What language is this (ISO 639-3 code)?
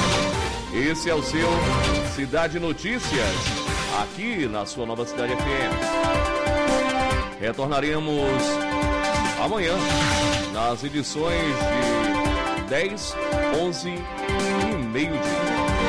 por